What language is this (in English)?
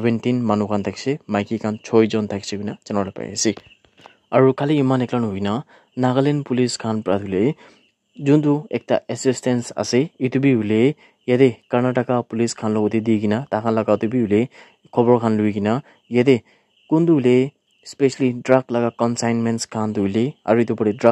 Naga Pidgin